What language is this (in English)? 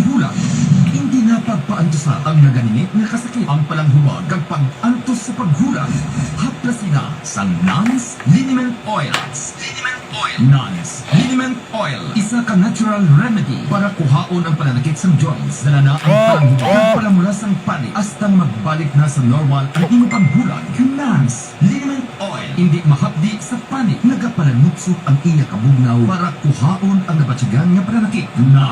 Hiligaynon